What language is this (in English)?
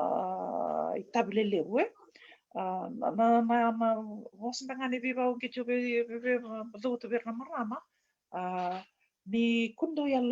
Fijian